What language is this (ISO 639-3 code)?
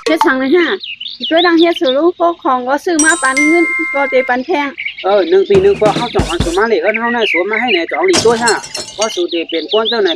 shn